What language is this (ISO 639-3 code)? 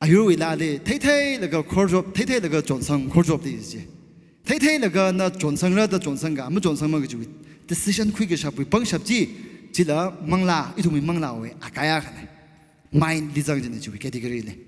nmf